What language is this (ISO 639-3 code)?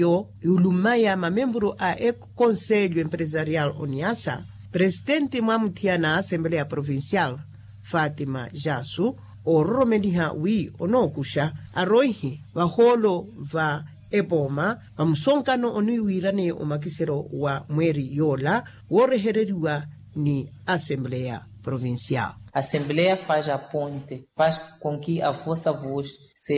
vmw